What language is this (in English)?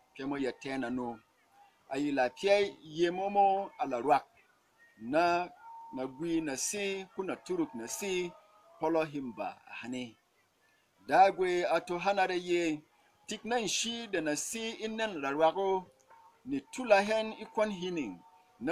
Berom